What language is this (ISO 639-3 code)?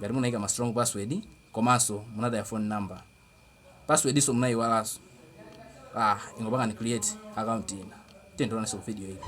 nya